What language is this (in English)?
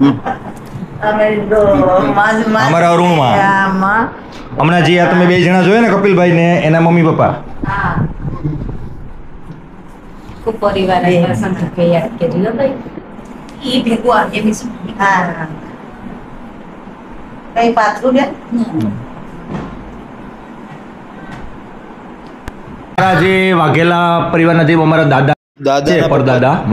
Gujarati